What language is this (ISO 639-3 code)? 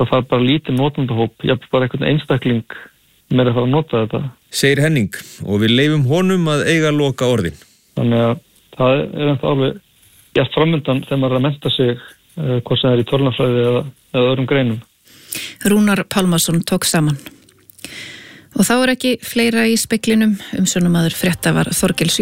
isl